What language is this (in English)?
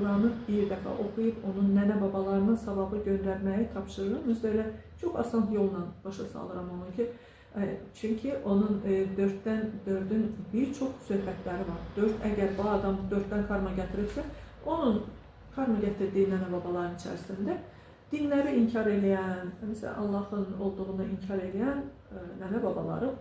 Azerbaijani